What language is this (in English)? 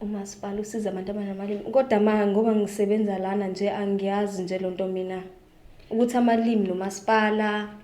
Zulu